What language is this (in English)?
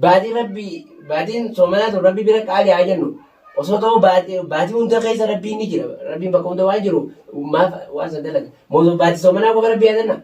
Oromo